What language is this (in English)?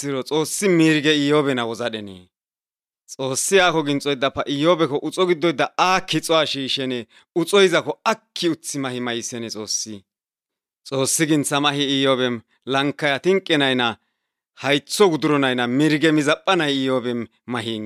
Albanian